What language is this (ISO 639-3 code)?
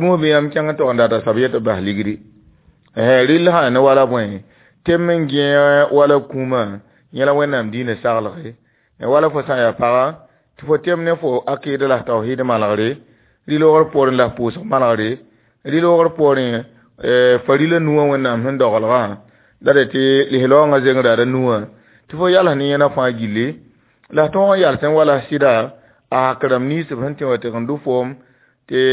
mos